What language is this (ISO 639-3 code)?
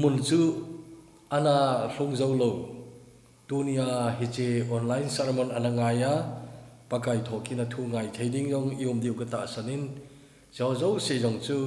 tcz